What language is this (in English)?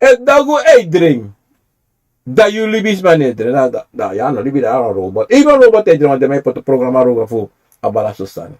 Sranan Tongo